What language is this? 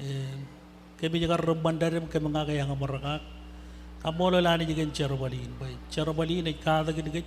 Marshallese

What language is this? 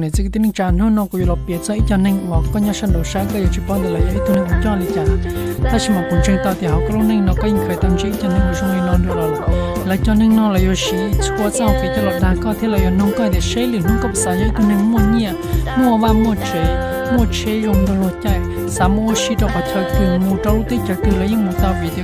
Hmong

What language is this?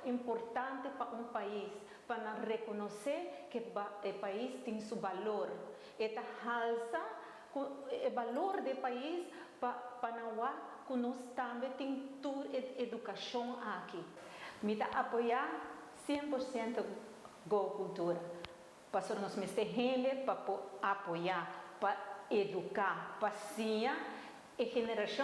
Papiamento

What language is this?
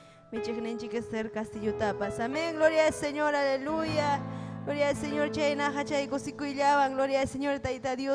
Ayacucho Quechua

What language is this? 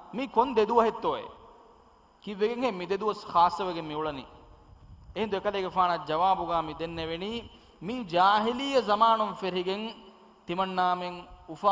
Divehi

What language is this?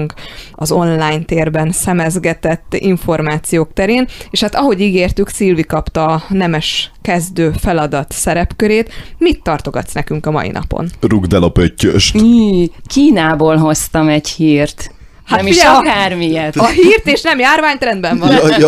Hungarian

